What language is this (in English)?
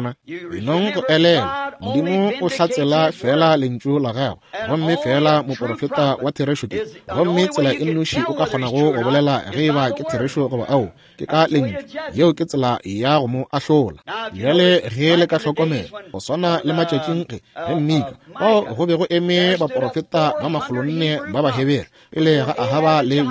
Northern Sotho